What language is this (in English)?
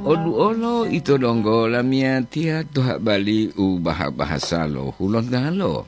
Gorontalo